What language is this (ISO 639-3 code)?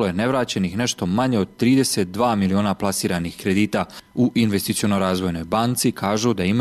hrv